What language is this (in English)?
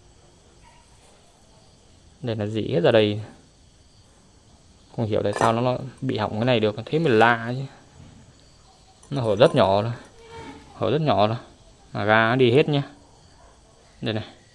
Vietnamese